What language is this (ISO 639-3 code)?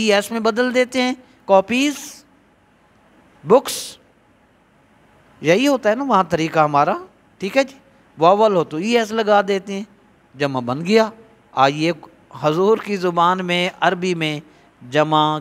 urd